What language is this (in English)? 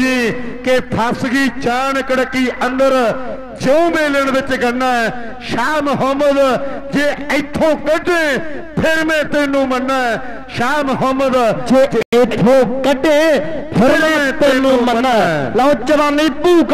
Punjabi